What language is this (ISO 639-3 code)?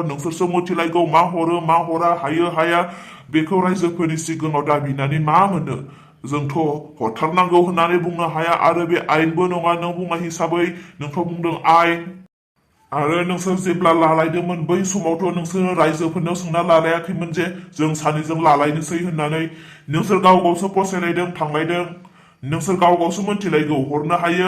brx